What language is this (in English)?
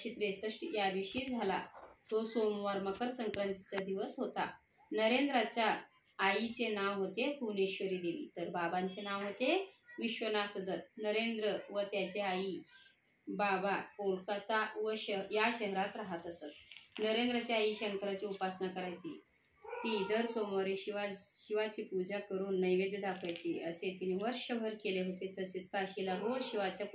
Marathi